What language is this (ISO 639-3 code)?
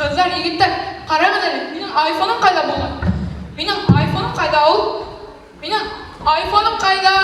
bak